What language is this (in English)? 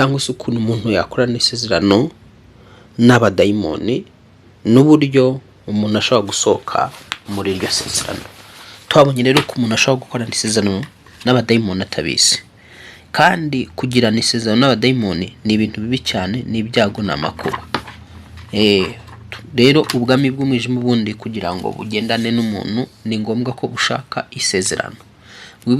Kinyarwanda